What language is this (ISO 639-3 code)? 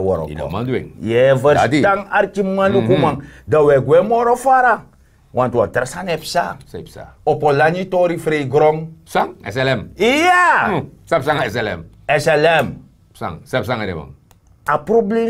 srn